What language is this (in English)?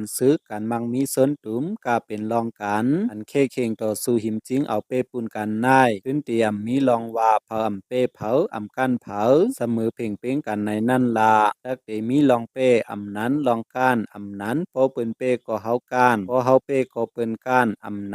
Shan